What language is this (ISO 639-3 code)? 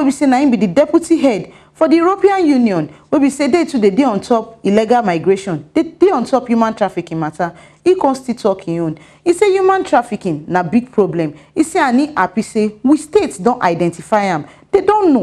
pcm